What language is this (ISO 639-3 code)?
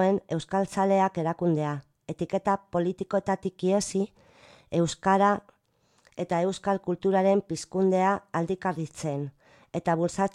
eus